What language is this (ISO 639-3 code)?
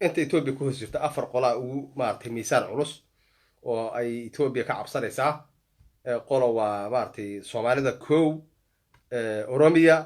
som